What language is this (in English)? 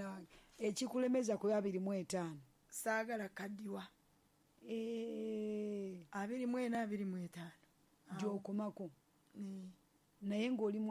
Ganda